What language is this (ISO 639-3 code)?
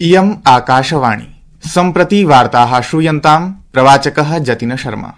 san